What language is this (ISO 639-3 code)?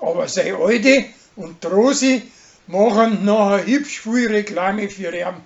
bar